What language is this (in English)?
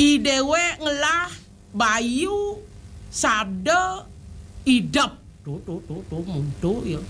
Balinese